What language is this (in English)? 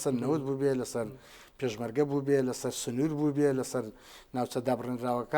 Central Kurdish